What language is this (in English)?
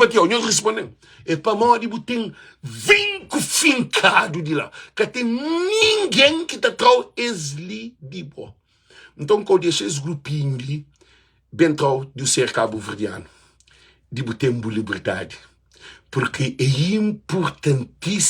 Kabuverdianu